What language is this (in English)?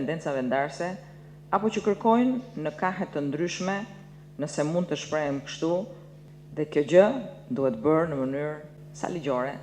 Albanian